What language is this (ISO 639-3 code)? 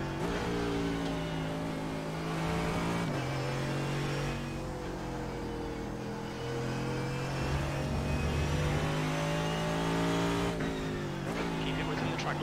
hun